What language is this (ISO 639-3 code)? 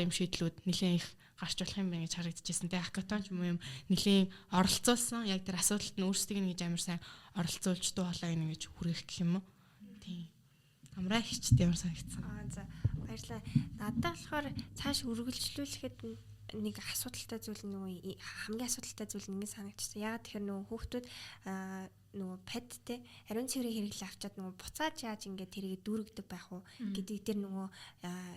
mon